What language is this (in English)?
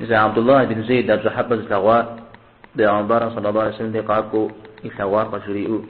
Kabardian